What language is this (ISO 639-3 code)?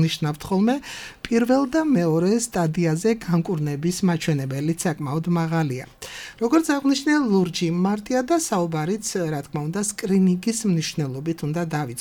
kat